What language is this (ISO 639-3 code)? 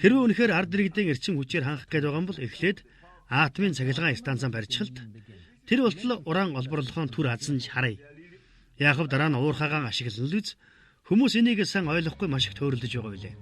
mon